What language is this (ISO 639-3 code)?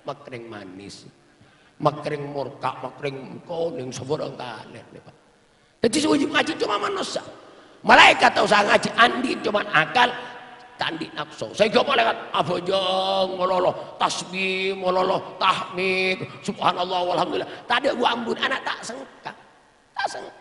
mad